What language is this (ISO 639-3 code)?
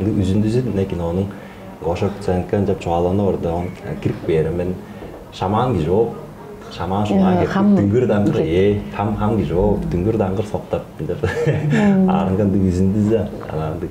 tyv